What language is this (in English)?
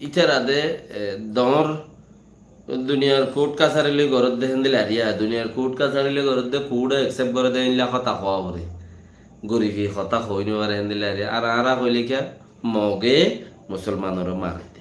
Rohingya